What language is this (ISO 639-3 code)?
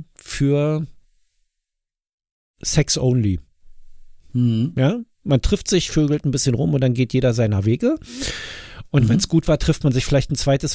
deu